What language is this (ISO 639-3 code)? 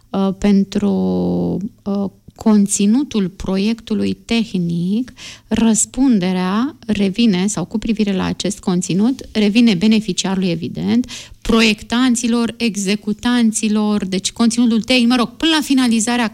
ron